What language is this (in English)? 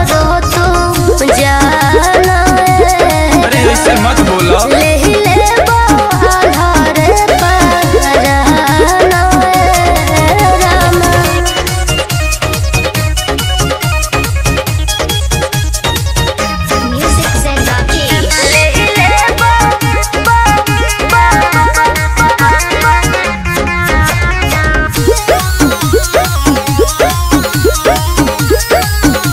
Bhojpuri